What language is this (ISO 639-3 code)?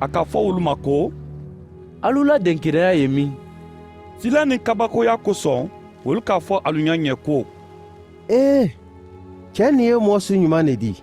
man